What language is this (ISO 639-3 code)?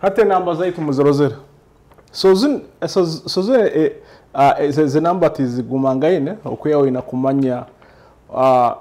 nyo